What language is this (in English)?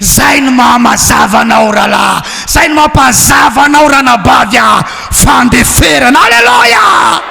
Malagasy